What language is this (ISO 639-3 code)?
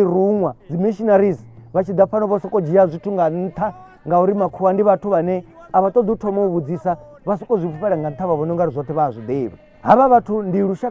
ven